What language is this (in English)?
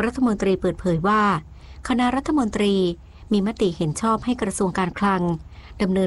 Thai